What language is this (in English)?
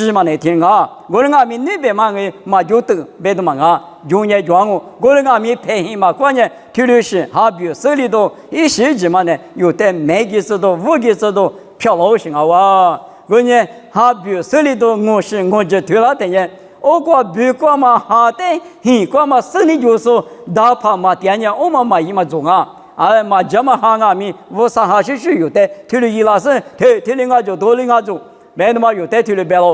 Lisu